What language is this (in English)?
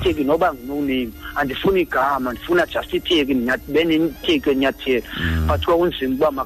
Xhosa